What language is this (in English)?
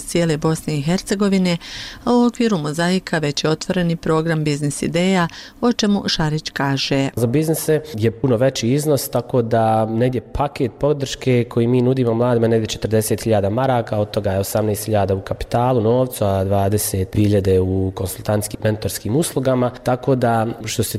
Bosnian